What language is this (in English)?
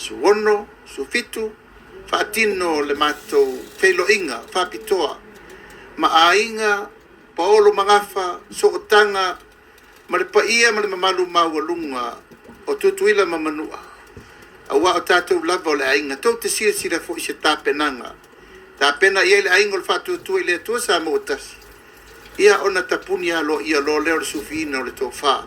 Samoan